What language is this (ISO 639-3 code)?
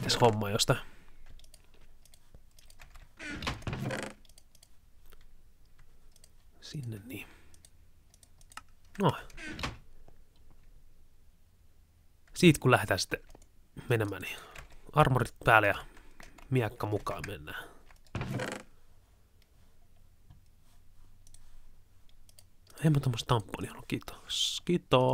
fin